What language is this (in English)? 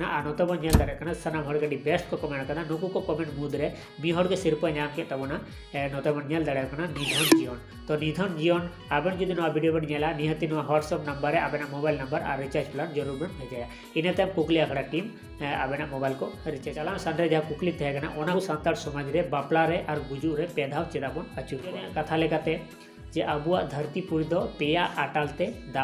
Santali